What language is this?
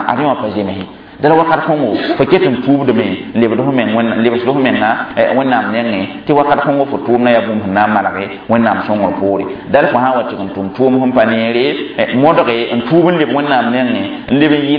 Mossi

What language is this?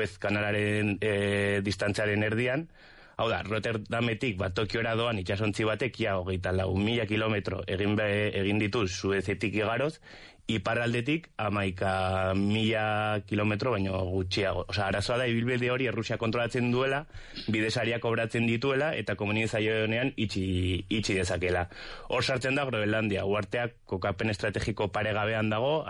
Basque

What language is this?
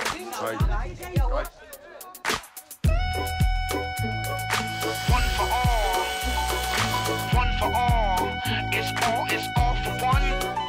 Dutch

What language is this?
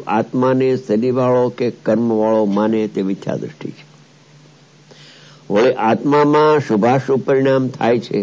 Gujarati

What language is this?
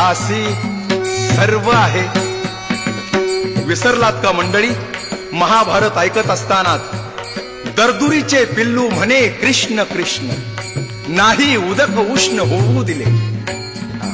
Marathi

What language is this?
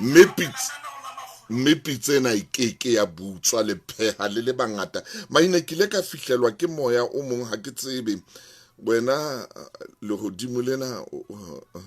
Southern Sotho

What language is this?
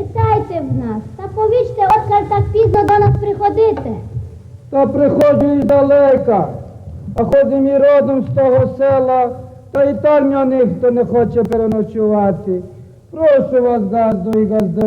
Rusyn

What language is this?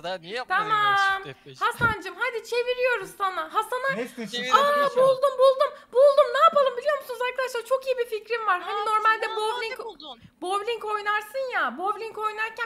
Turkish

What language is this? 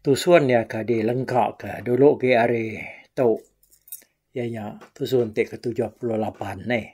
Iban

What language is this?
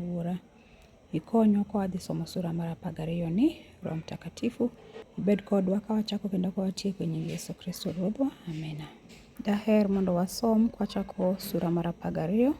Luo (Kenya and Tanzania)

